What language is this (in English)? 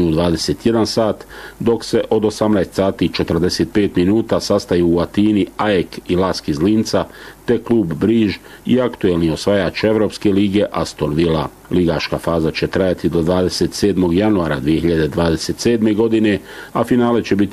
Bosnian